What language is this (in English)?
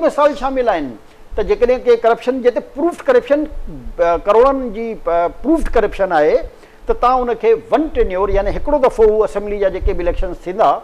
Sindhi